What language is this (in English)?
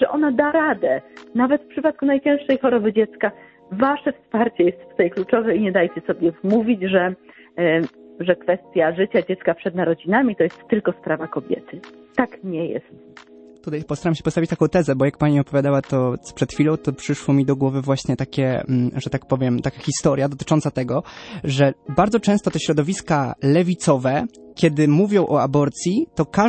Polish